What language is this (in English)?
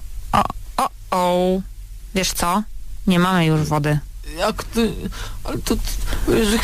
Polish